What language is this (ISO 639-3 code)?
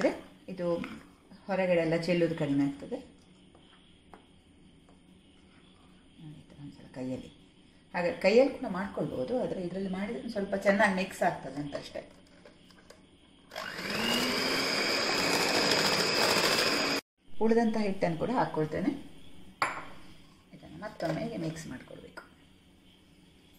kan